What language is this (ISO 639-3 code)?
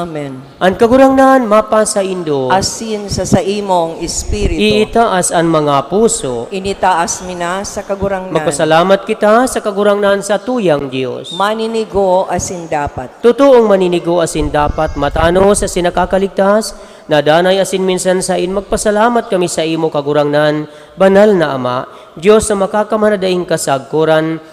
bik